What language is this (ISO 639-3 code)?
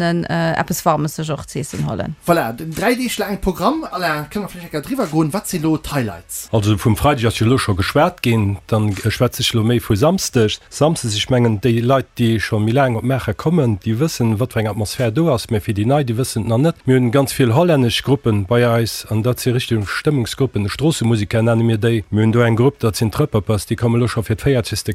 ltz